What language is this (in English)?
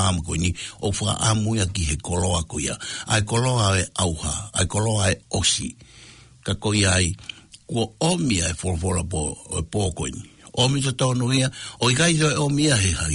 Tongan